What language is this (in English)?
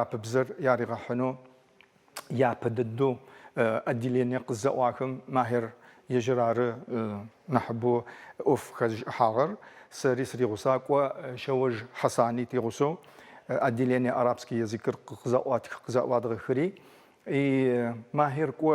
Adyghe